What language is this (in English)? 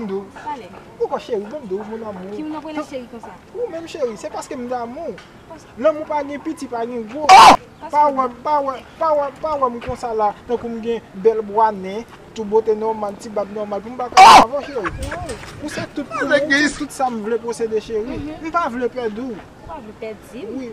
Haitian Creole